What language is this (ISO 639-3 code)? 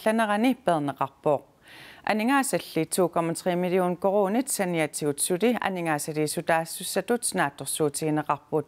kal